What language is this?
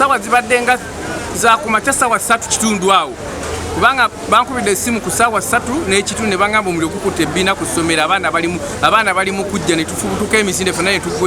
Ganda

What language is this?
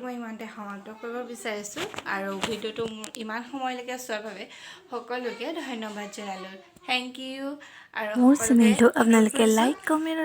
Assamese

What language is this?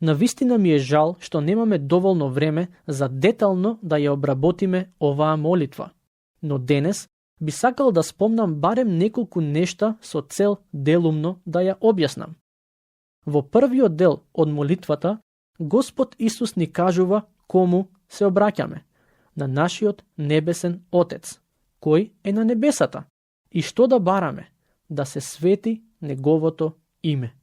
Macedonian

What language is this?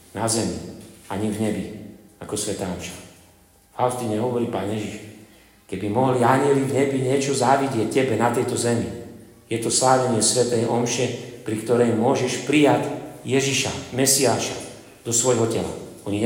Slovak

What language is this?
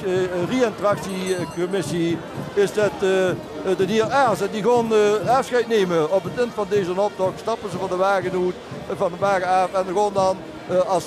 Limburgish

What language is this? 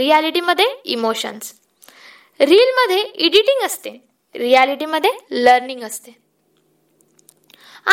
Marathi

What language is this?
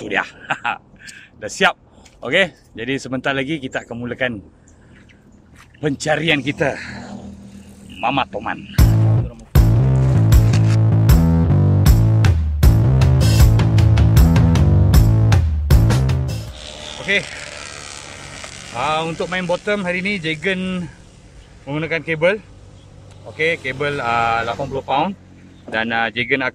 Malay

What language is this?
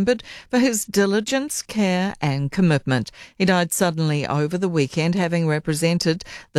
English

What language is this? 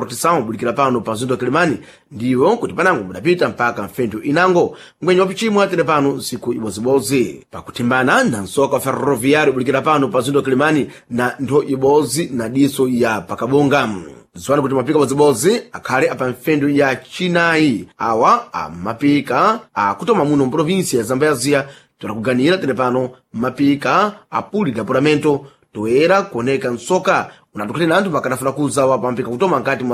Sena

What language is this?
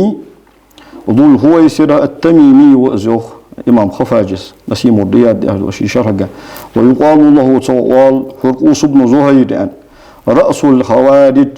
Ingush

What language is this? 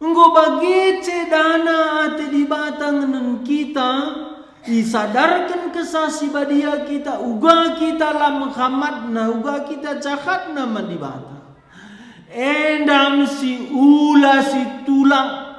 Batak Karo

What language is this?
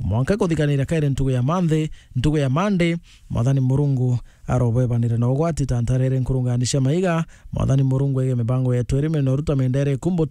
Meru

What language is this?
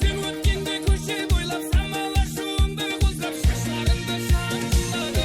Kara-Kalpak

